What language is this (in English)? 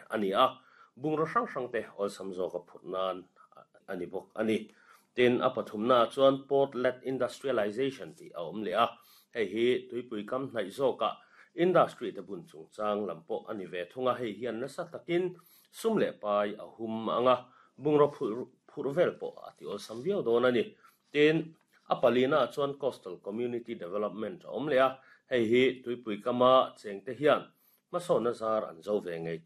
Mizo